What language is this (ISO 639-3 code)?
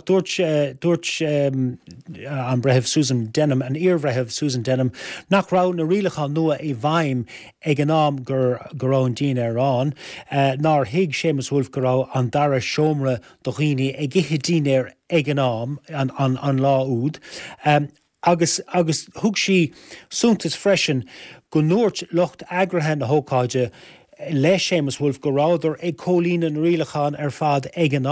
gle